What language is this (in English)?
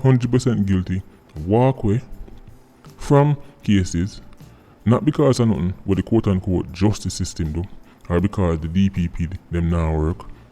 Jamaican Creole English